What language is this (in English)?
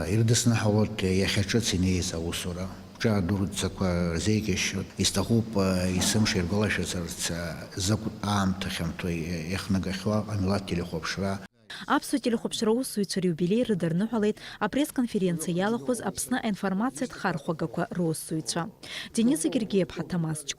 Abkhazian